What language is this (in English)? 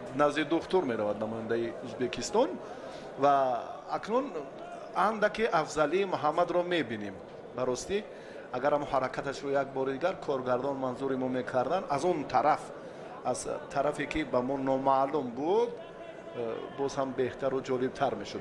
Tajik